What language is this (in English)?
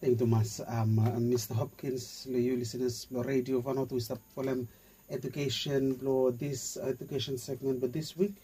Bislama